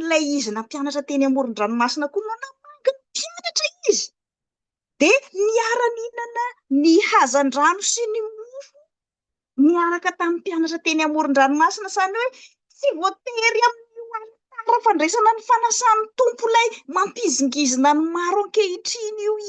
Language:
Malagasy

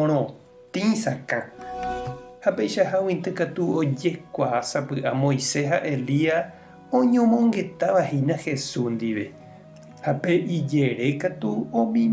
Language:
Guarani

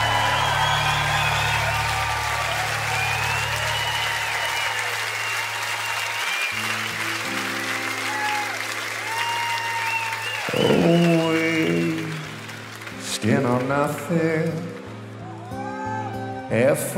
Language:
English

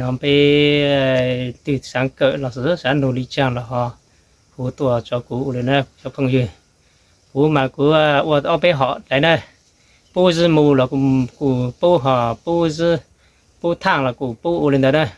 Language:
Hmong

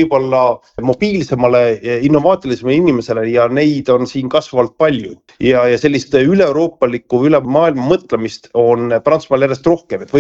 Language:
Estonian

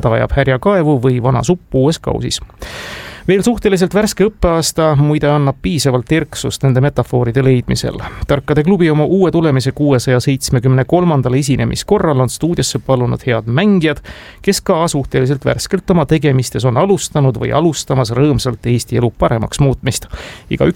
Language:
Estonian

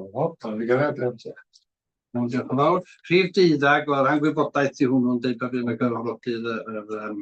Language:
Welsh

